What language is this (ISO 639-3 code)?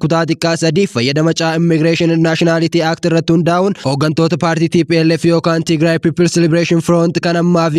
orm